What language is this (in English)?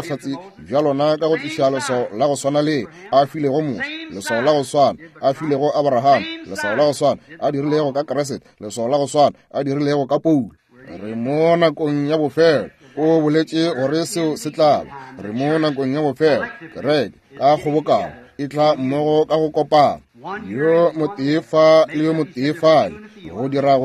Northern Sotho